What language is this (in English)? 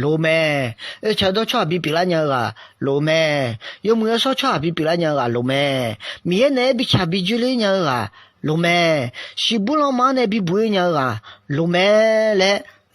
Akha